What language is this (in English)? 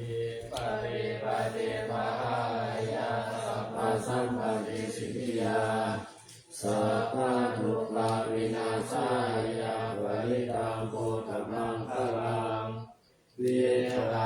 Pali